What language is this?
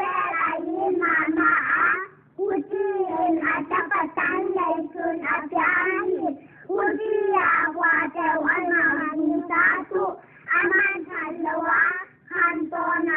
Paite Chin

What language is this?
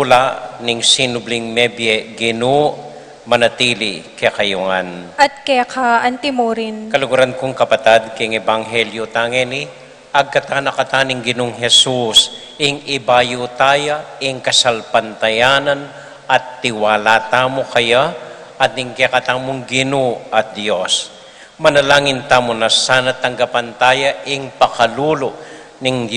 Pampanga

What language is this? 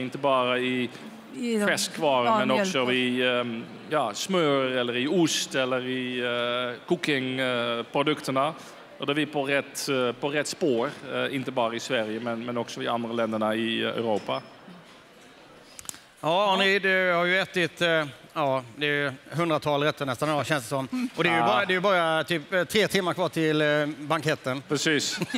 Swedish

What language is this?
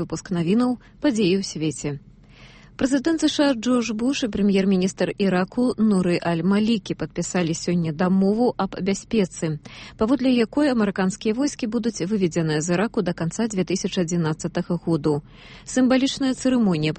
Belarusian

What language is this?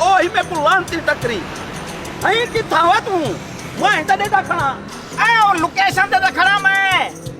Saraiki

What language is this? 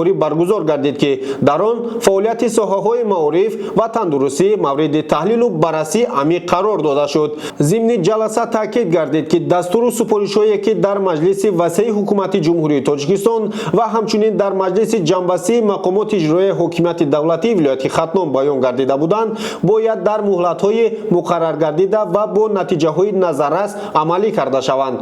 Tajik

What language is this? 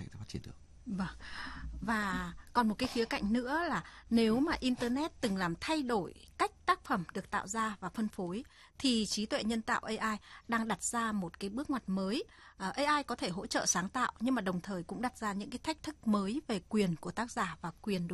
Vietnamese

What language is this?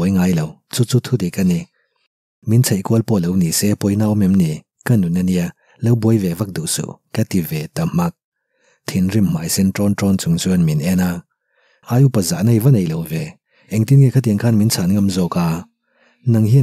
Mizo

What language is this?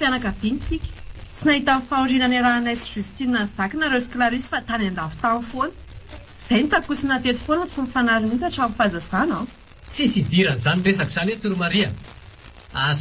Malagasy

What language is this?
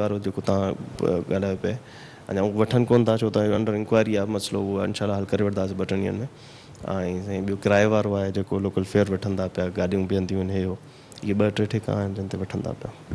Sindhi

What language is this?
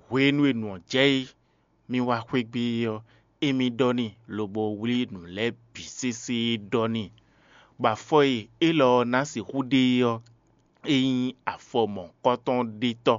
Fon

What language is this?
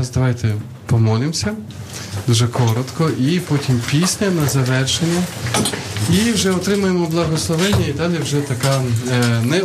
Ukrainian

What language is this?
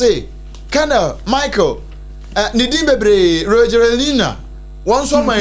Akan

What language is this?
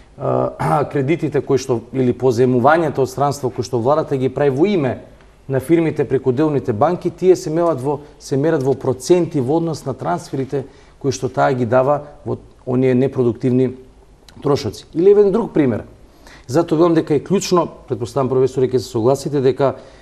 Macedonian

